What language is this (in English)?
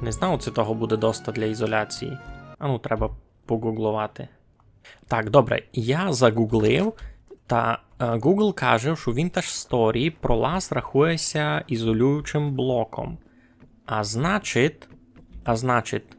Rusyn